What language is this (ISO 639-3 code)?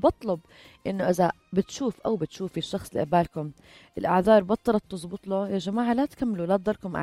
apc